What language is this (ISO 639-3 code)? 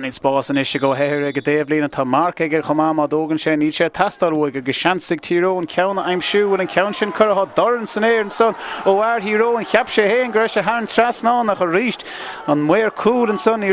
gle